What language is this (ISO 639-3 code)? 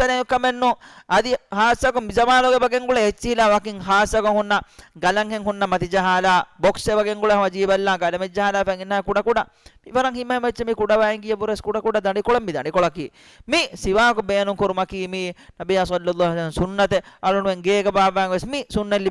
div